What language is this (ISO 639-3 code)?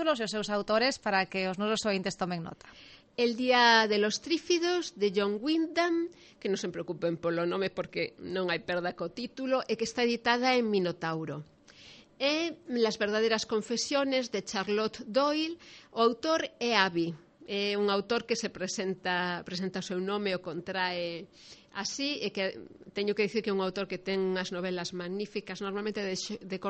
glg